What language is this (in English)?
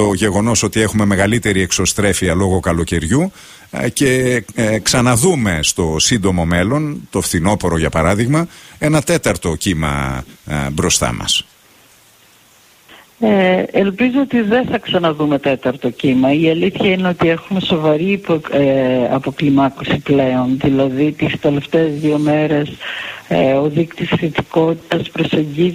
Greek